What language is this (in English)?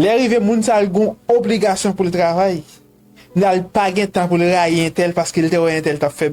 Haitian Creole